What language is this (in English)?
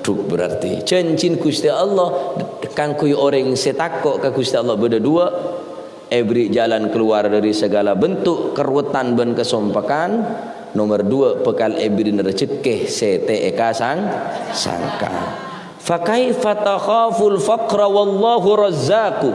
Madurese